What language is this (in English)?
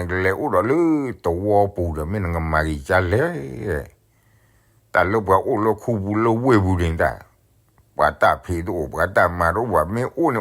S'gaw Karen